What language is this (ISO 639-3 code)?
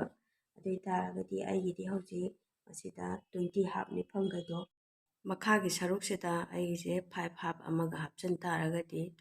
mni